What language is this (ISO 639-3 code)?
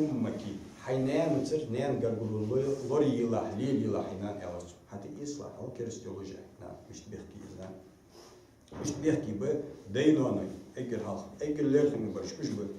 inh